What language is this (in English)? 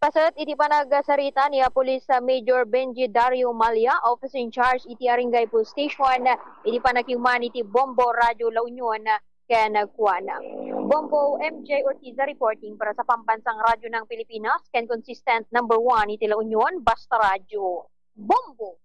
Iloko